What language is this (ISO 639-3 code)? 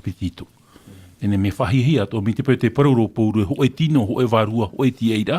tah